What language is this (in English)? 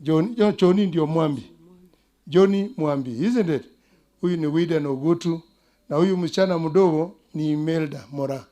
Gusii